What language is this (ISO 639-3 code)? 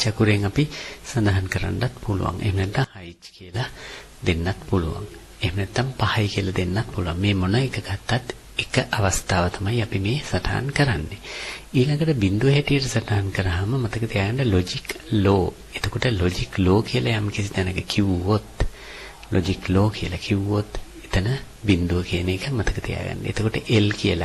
sin